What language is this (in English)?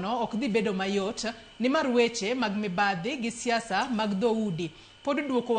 Luo (Kenya and Tanzania)